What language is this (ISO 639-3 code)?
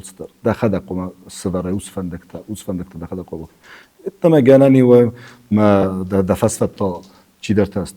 oss